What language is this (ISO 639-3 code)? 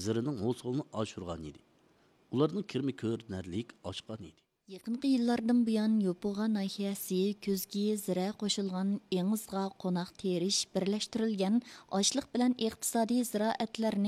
uig